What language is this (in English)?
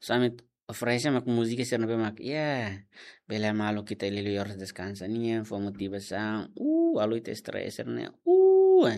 Tetum